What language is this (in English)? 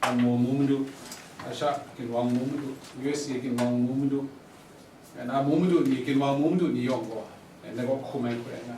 Kachin